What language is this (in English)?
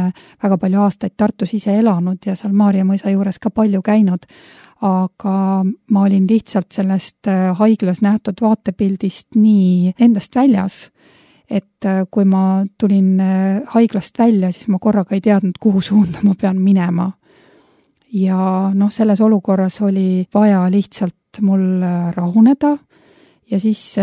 Estonian